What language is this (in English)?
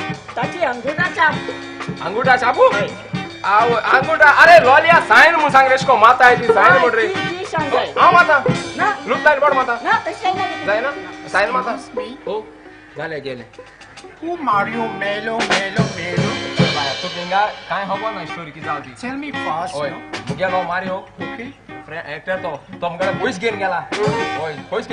Konkani